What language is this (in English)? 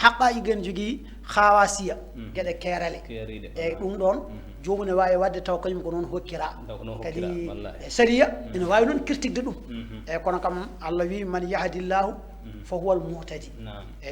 Fula